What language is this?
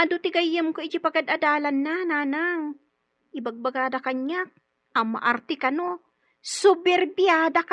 Iloko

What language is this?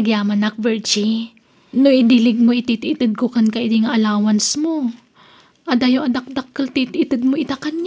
Iloko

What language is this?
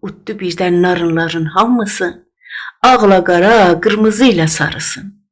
South Azerbaijani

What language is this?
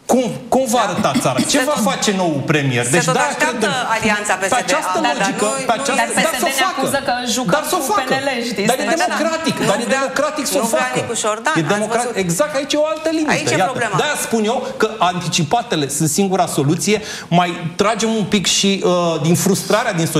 Romanian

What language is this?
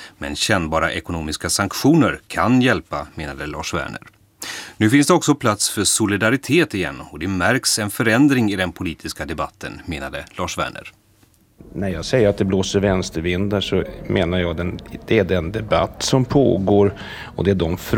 Swedish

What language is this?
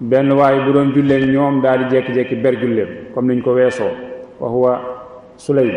Wolof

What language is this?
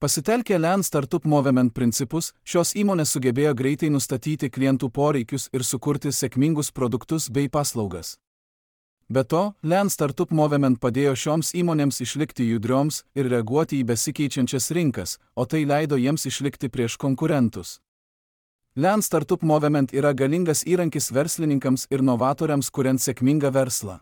Lithuanian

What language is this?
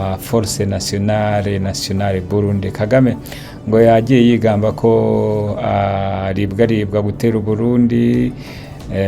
Kinyarwanda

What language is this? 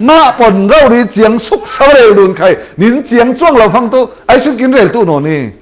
Falam Chin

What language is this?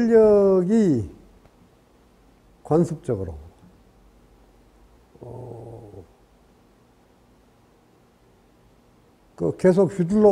Korean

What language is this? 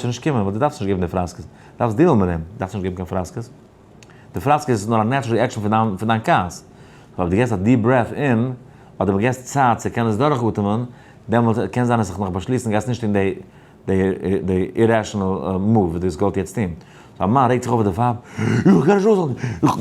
Yiddish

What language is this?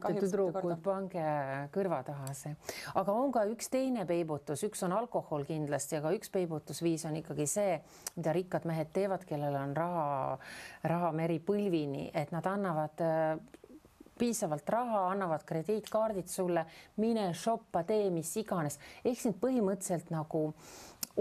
Estonian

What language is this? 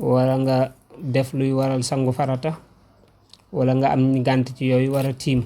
Wolof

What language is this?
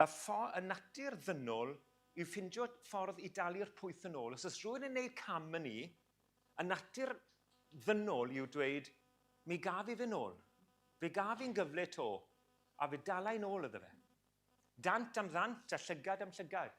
Welsh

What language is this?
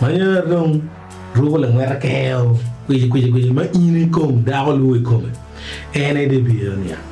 Acoli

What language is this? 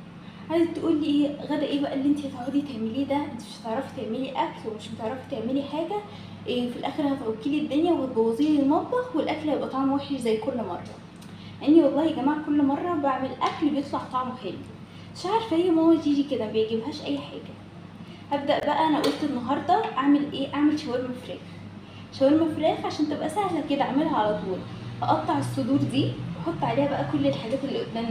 Egyptian Arabic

